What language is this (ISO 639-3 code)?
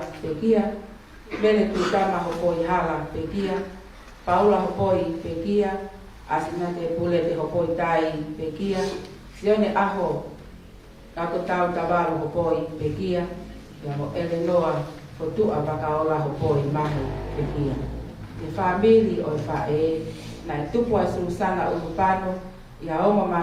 ton